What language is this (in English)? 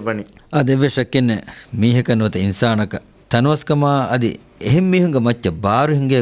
Divehi